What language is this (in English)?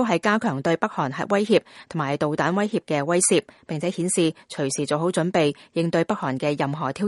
Cantonese